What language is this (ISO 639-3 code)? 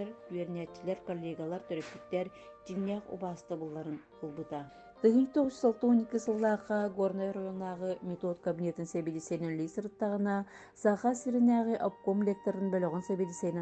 sah